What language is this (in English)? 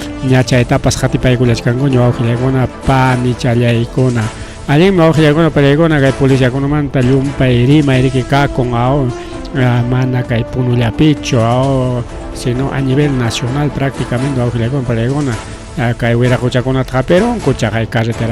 Ayacucho Quechua